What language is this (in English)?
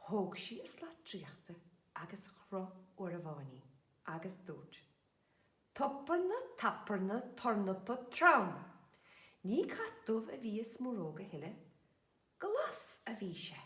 Irish